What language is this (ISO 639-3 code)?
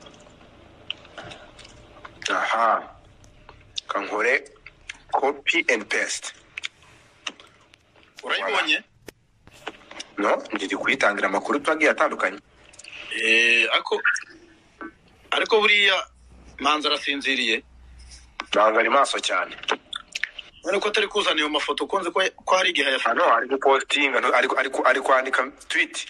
kin